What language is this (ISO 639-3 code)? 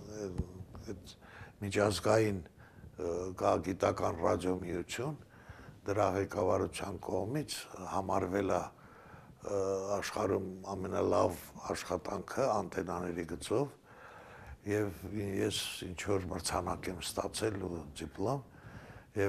hye